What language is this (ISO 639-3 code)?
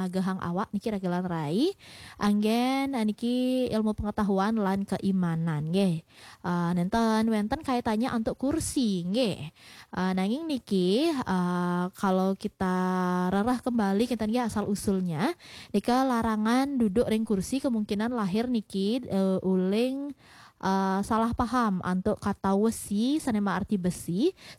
ban